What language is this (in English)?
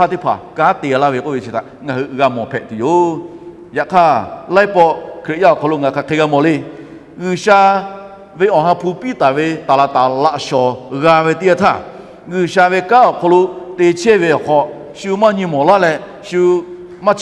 Lahu